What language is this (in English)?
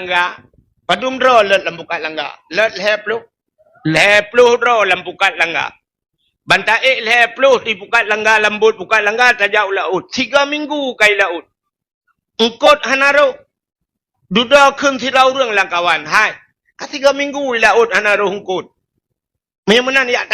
Achinese